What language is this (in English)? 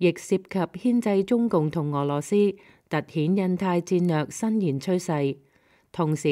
Cantonese